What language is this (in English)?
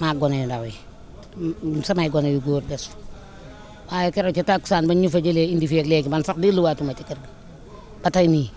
Wolof